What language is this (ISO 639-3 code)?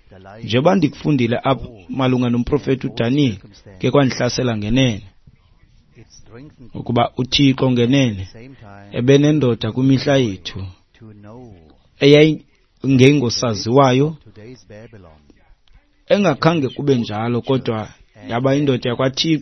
xho